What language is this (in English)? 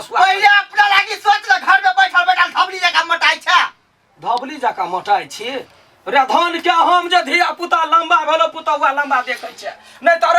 Maithili